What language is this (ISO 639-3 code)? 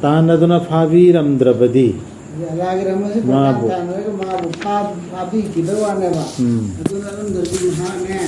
mni